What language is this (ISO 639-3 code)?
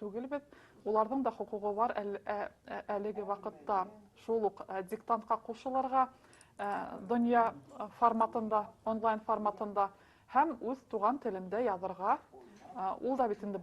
bak